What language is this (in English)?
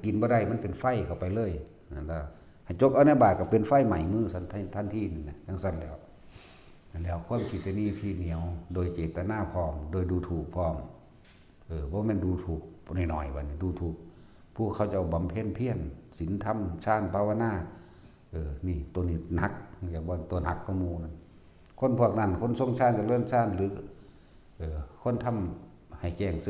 Northeastern Thai